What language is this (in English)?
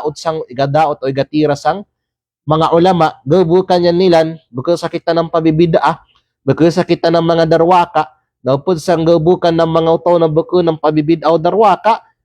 Kalagan